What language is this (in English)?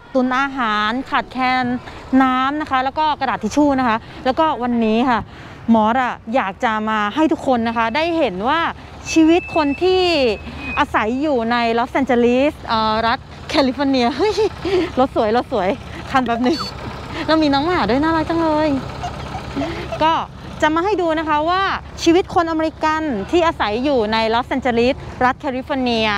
Thai